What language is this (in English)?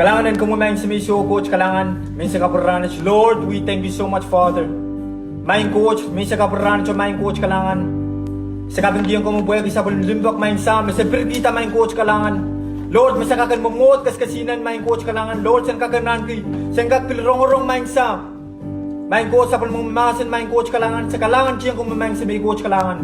Pohnpeian